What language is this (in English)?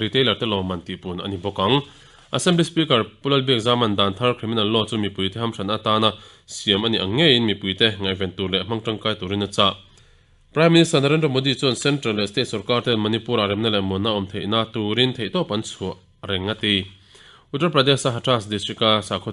Mizo